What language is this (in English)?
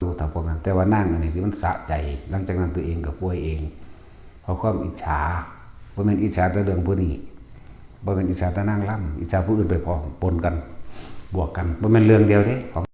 Northeastern Thai